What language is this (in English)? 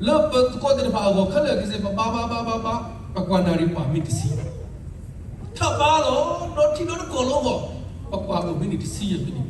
S'gaw Karen